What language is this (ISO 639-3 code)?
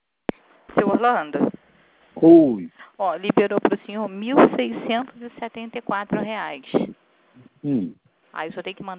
por